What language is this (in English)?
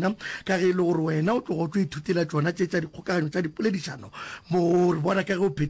Northern Sotho